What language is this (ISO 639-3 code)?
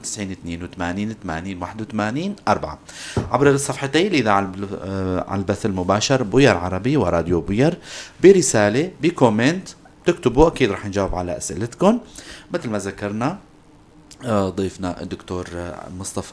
apc